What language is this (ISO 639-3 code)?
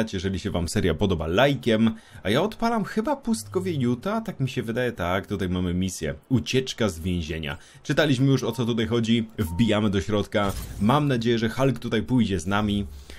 pol